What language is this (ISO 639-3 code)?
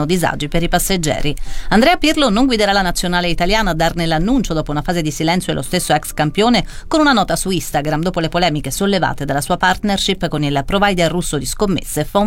ita